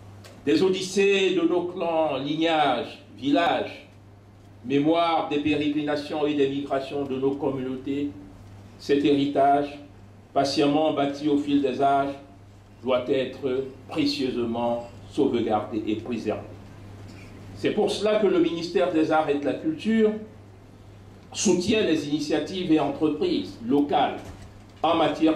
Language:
French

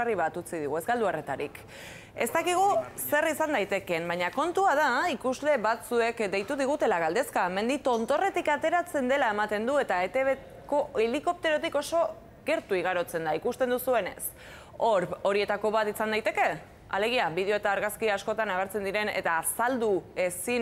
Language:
Basque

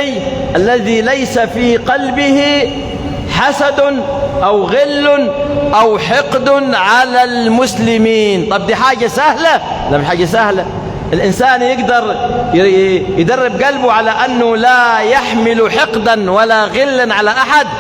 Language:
Egyptian Arabic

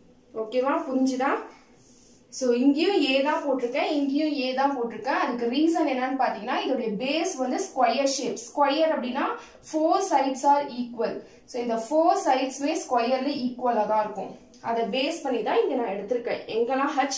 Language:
Tamil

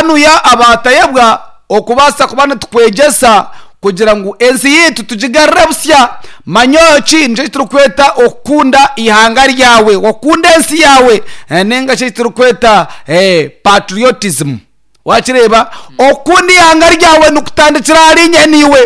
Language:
Nyankole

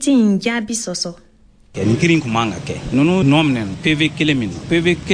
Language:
Bambara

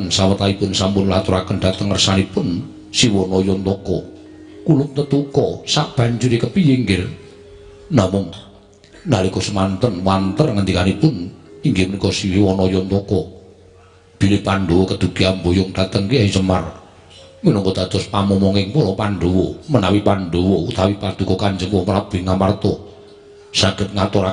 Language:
Javanese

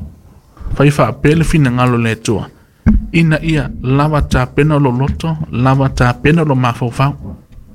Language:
Samoan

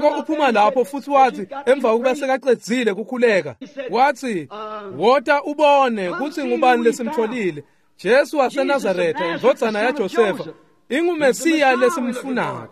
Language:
Swati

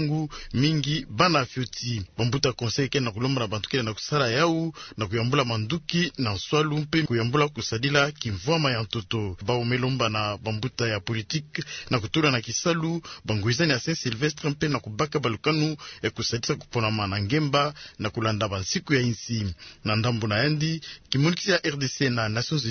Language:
Kituba (Democratic Republic of Congo)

